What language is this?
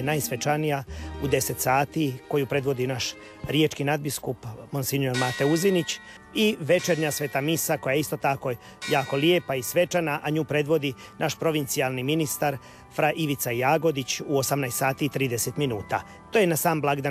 Croatian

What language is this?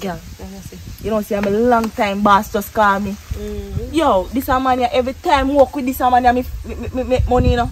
Jamaican Creole English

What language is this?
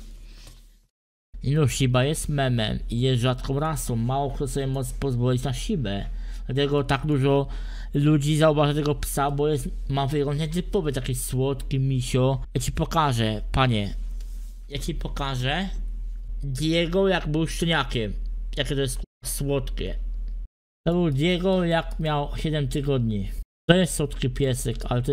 Polish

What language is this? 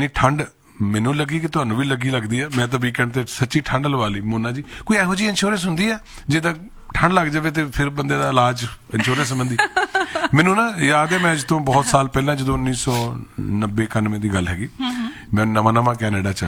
Punjabi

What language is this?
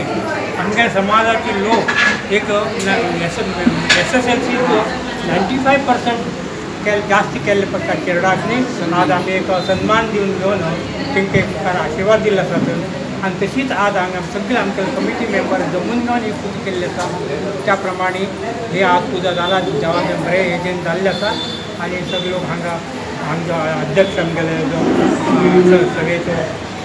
Konkani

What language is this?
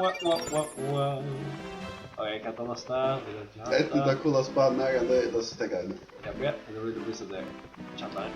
Faroese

